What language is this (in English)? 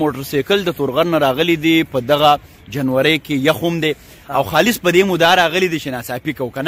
Pashto